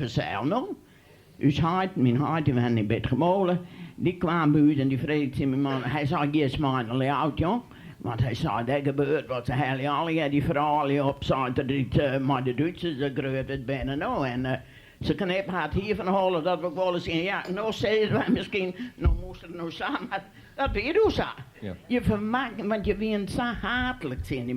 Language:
Western Frisian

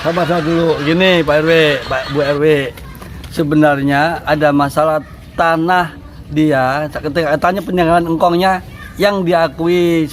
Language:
Betawi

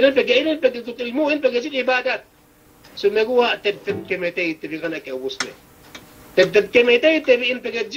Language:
Yakan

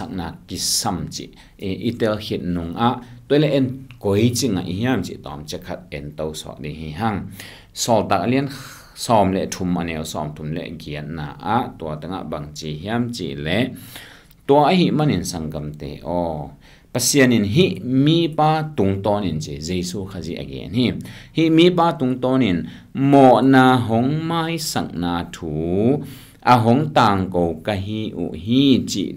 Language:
Tedim Chin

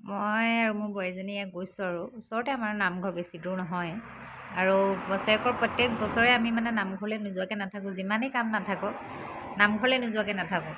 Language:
Assamese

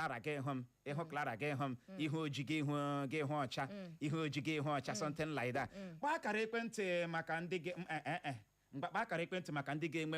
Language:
Igbo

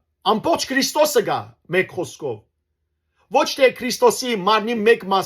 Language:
Western Armenian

